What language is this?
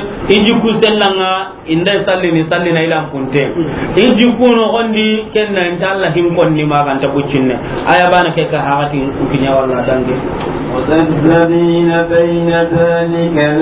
Soninke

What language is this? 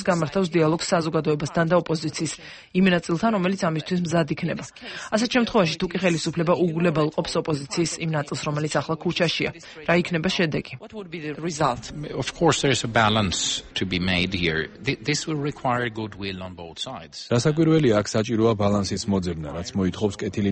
Georgian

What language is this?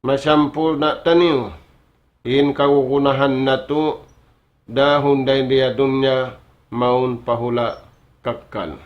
Tausug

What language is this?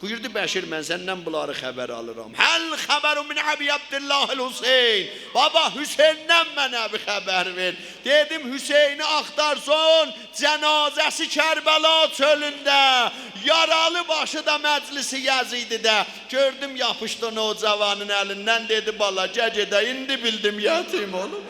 South Azerbaijani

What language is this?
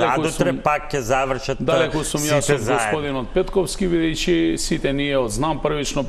Macedonian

